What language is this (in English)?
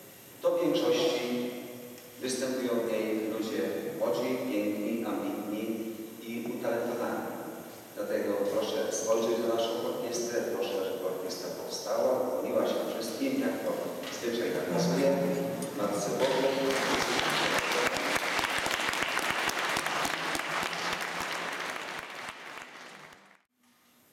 Polish